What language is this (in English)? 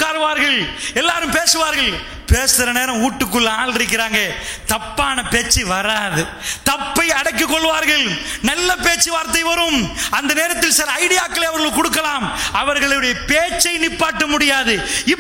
Tamil